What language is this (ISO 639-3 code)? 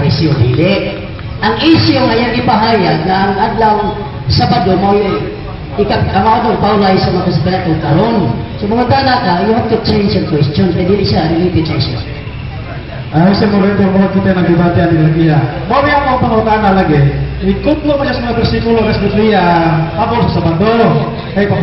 ceb